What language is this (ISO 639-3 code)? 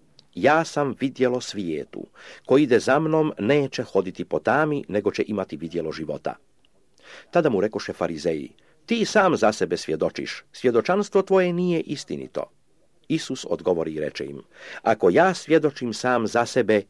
hrv